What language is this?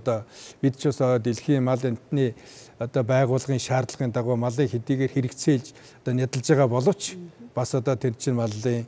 Mongolian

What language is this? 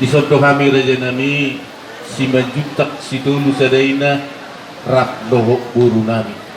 Batak Toba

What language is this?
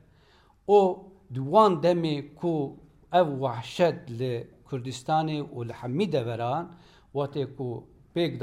Kurdish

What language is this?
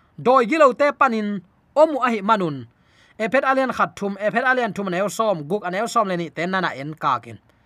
Tedim Chin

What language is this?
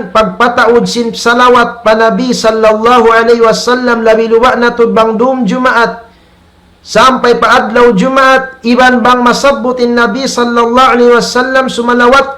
Tausug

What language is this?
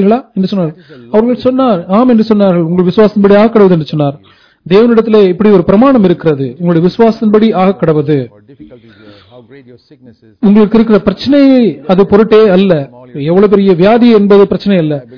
Tamil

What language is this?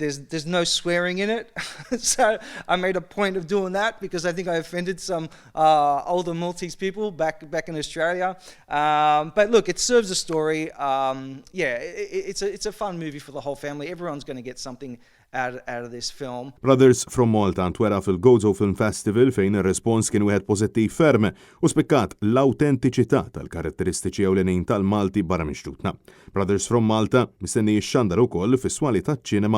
Maltese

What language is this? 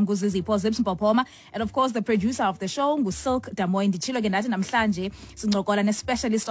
Xhosa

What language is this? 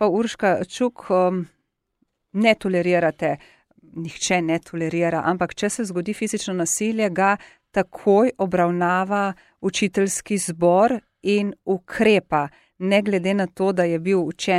Slovenian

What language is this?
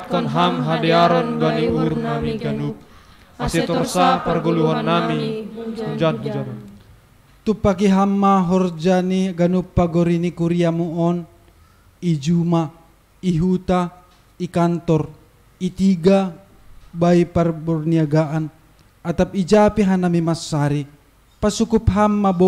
Batak Simalungun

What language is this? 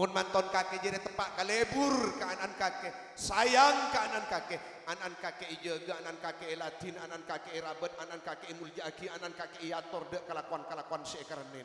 Madurese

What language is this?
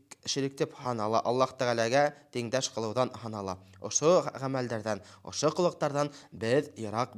Bashkir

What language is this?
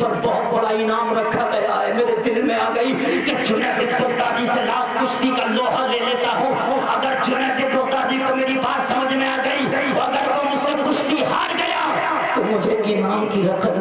Urdu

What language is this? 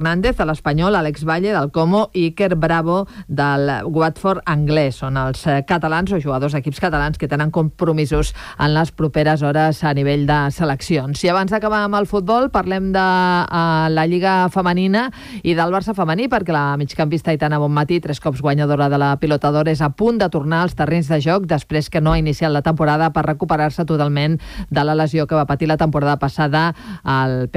Catalan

